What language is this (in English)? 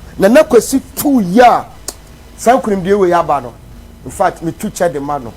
Akan